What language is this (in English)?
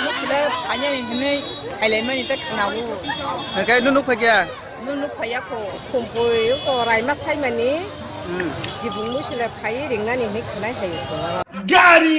Kok Borok